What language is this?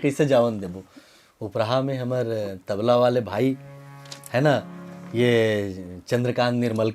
Chhattisgarhi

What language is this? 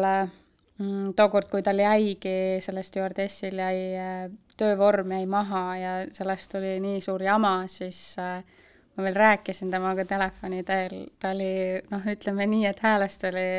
Estonian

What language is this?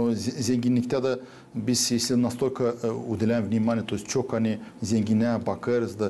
Gagauz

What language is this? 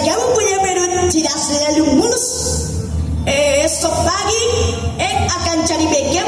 Sundanese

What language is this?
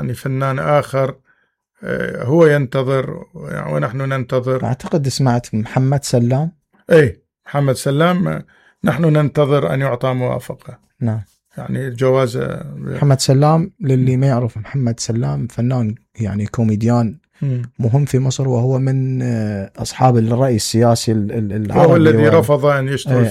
Mesopotamian Arabic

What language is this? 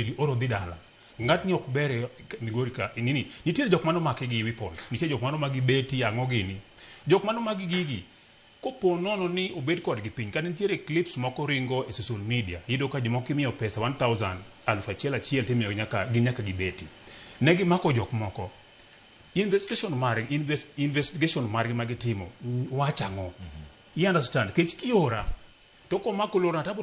Luo (Kenya and Tanzania)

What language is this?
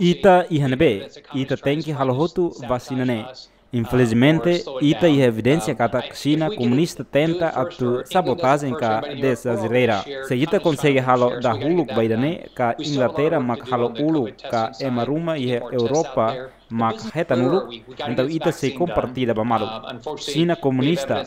Tetum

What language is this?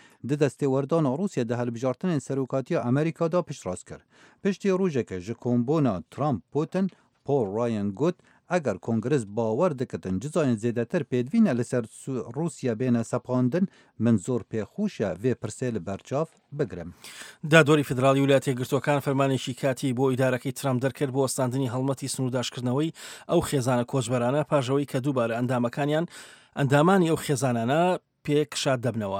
Central Kurdish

